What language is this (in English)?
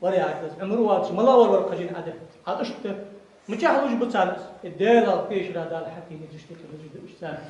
Ingush